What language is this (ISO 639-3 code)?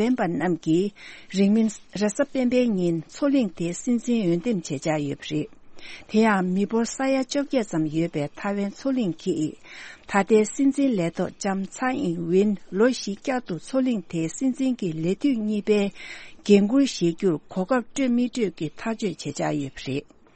bod